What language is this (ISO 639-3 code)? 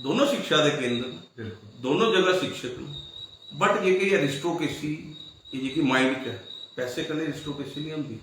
doi